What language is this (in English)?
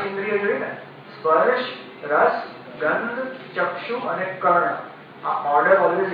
Gujarati